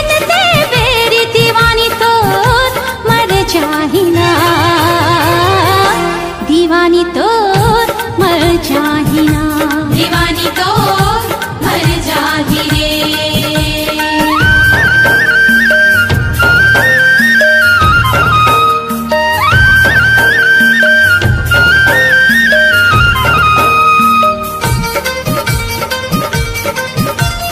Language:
Chhattisgarhi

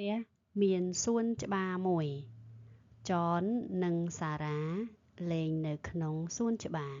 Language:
Khmer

